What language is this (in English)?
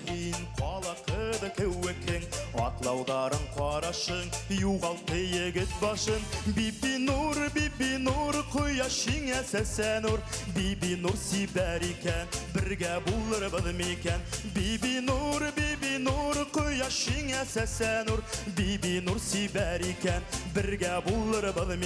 Bashkir